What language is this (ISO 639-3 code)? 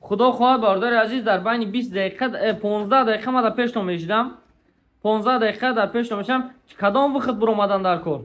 tgk